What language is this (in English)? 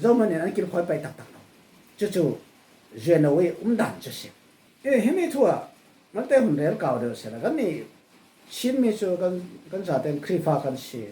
Falam Chin